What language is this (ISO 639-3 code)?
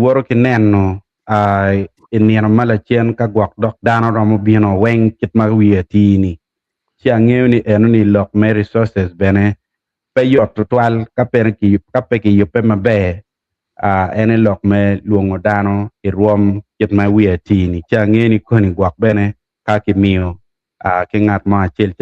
ach